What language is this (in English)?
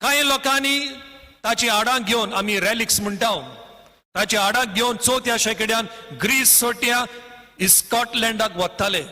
Konkani